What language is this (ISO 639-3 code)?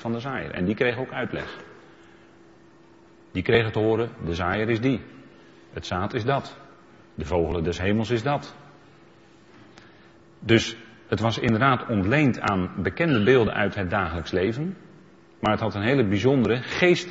nld